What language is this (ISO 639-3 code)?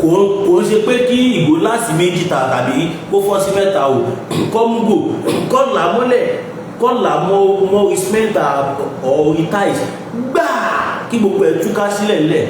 yor